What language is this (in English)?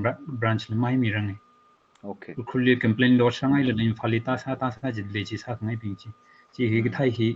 Tangkhul Naga (India)